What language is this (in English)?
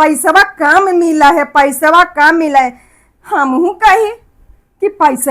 Magahi